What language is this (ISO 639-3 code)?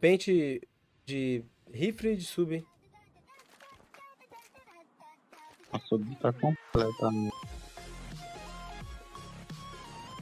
por